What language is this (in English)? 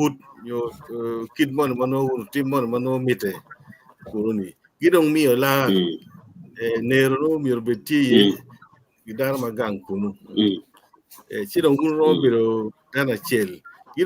Acoli